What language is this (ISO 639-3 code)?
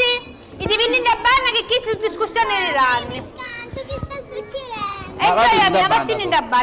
scn